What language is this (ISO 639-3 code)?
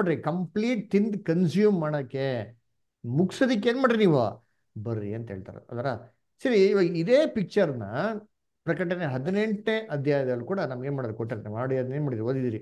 kan